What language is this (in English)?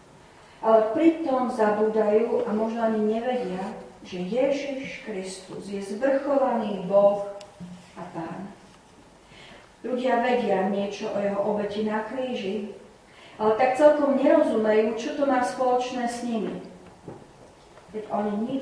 Slovak